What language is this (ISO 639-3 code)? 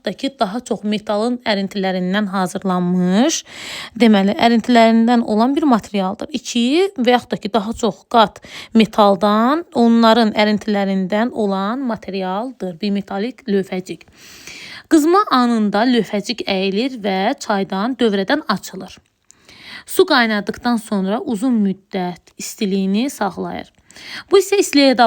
aze